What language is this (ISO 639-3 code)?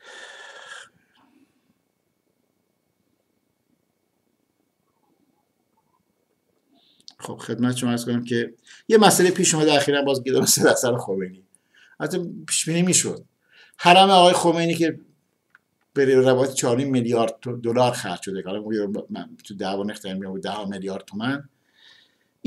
fas